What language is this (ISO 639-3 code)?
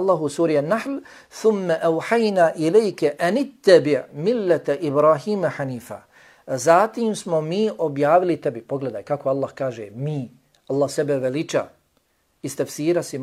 bos